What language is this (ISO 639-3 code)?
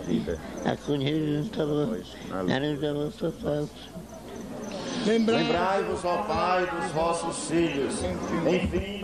por